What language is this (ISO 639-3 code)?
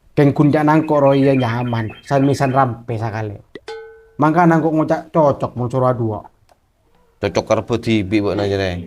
mad